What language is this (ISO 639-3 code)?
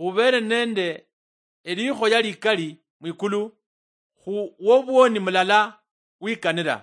luy